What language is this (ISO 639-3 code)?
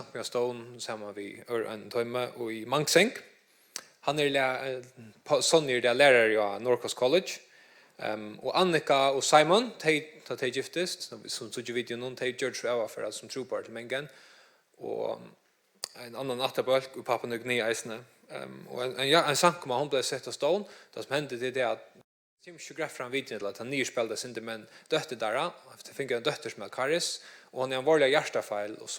fao